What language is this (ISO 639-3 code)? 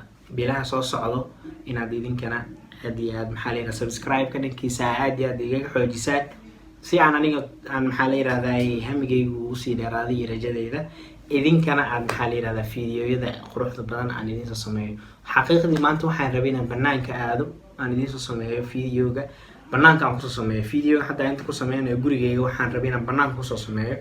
som